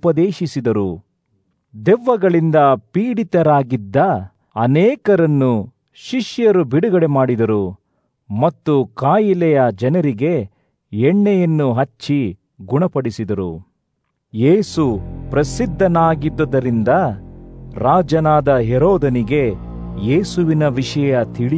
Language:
Kannada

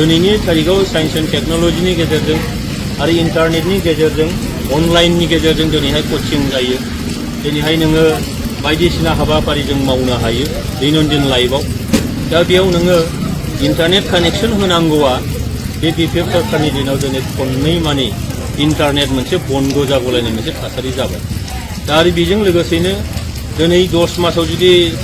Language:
Bodo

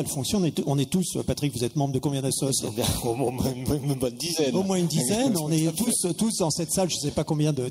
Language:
French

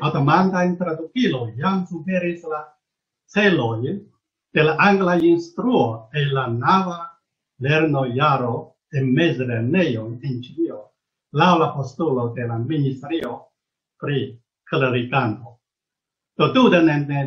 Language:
Esperanto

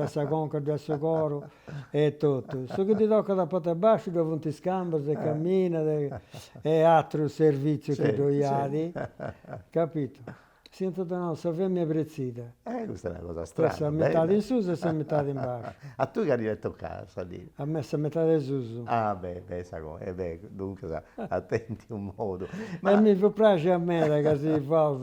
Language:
Sardinian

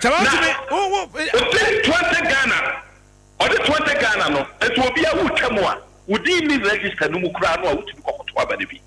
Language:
Akan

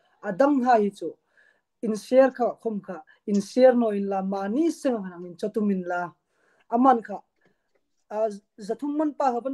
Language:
Hmar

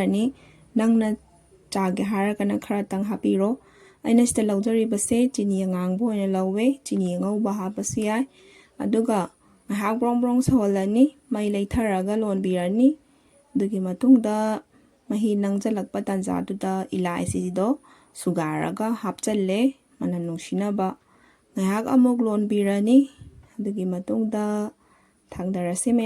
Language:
Manipuri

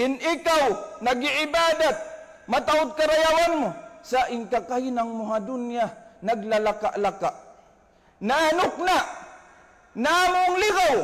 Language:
Tausug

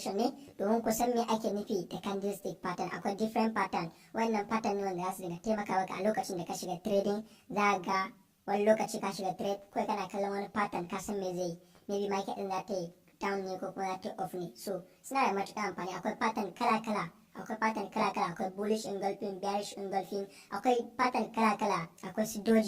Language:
Hausa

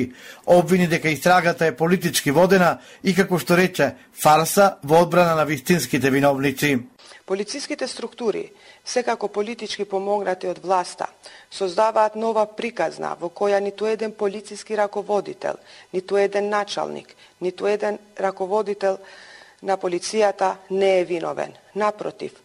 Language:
Macedonian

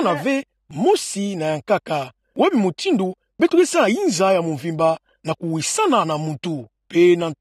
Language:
Kituba (Democratic Republic of Congo)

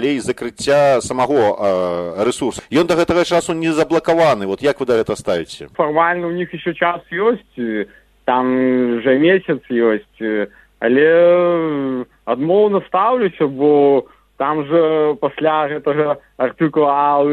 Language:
Belarusian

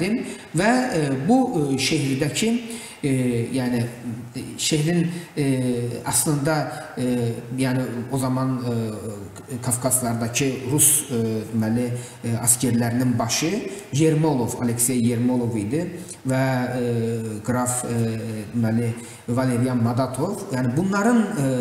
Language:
Gagauz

